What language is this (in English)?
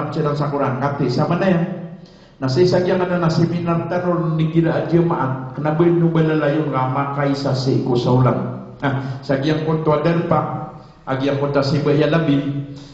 Maranao